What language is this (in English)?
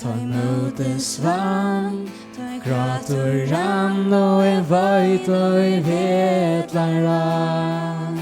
Faroese